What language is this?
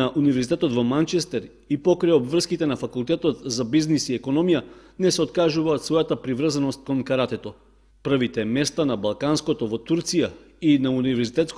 Macedonian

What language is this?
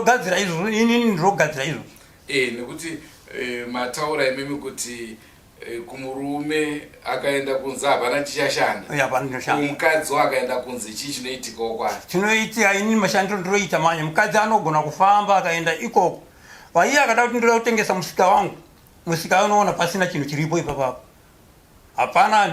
Shona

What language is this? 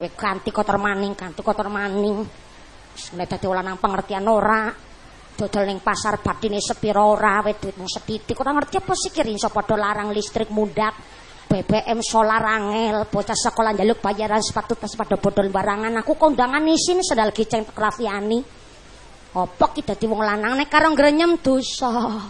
Javanese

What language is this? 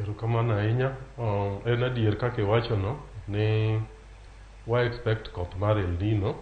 Luo (Kenya and Tanzania)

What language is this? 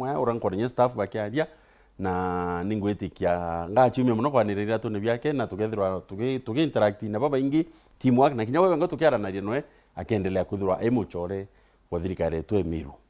Meru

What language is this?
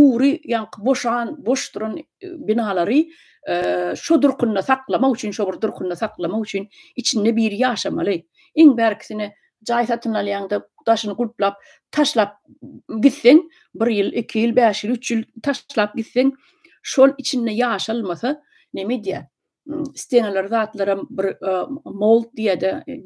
Turkmen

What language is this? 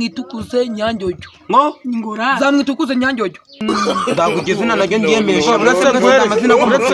Kinyarwanda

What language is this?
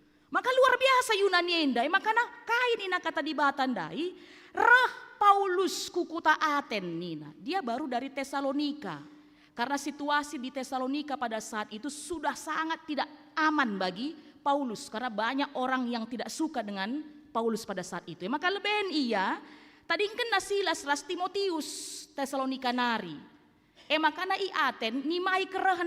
Batak Karo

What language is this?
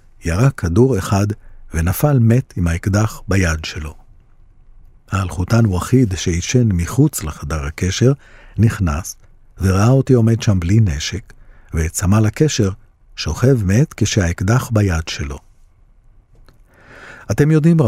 Hebrew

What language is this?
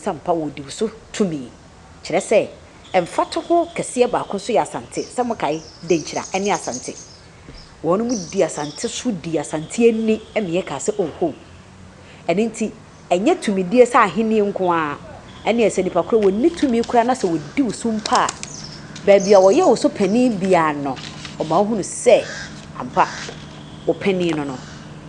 Akan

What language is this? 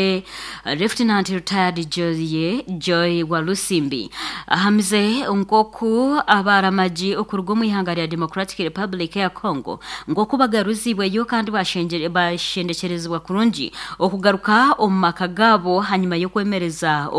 Nyankole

